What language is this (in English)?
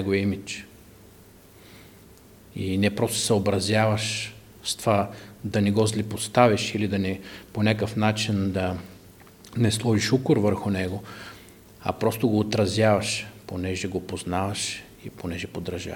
Bulgarian